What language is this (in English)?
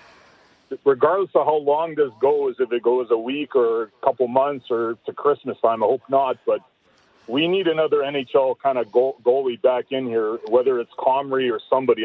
English